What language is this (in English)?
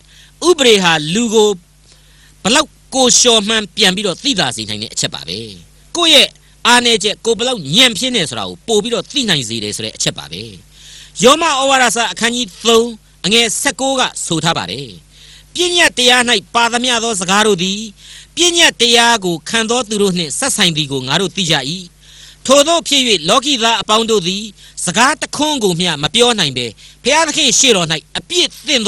Burmese